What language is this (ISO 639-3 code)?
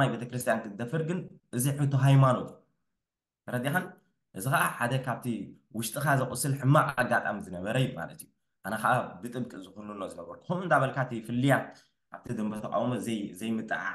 tir